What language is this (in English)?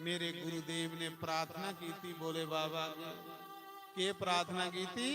Dogri